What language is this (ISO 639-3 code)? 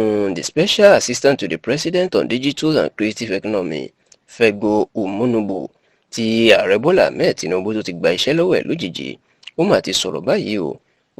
yor